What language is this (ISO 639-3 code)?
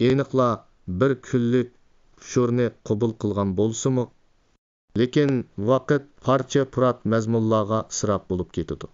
uig